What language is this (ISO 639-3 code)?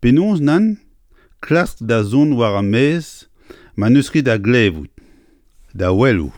bre